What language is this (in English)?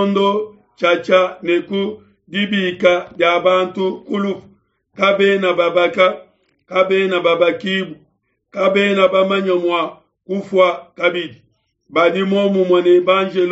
Luba-Lulua